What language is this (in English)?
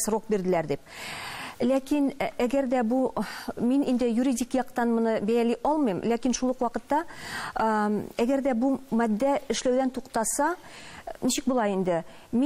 Tatar